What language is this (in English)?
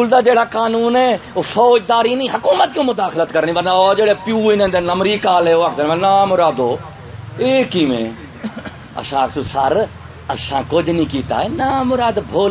Saraiki